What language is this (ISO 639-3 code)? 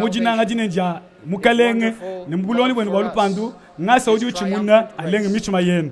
lua